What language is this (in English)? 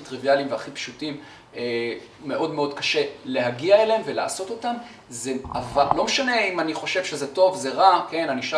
Hebrew